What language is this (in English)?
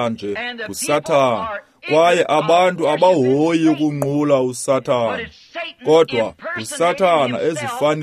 Xhosa